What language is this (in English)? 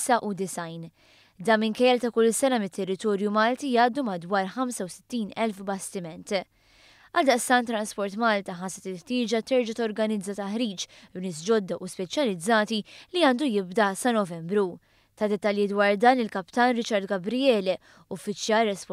Maltese